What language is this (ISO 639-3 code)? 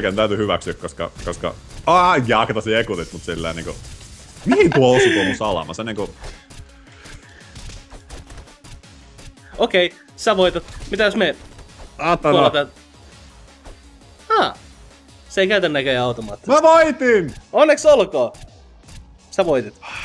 fin